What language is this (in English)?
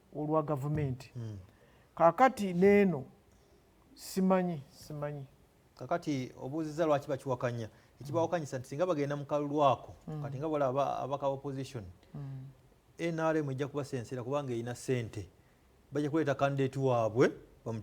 Ganda